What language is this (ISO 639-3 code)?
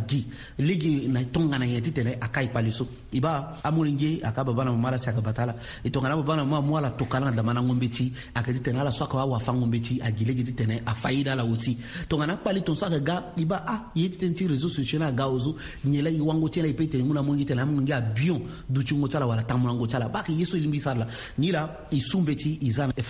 sag